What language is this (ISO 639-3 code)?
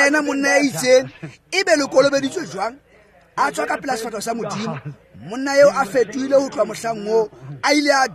tsn